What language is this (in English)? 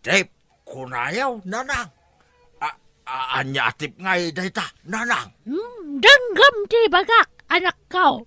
Iloko